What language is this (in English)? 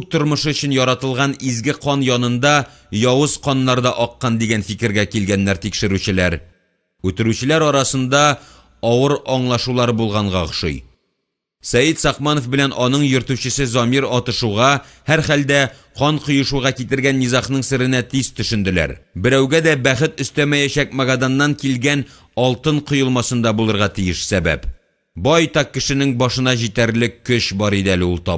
Tatar